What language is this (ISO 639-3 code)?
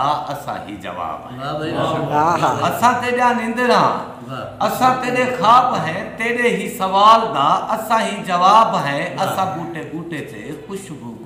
skr